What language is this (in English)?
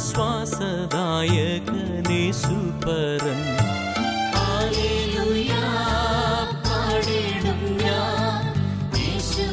Malayalam